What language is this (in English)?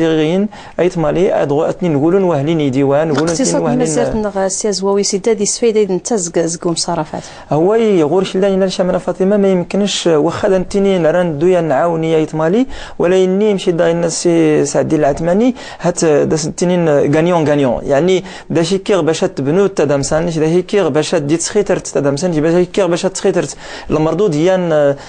Moroccan Arabic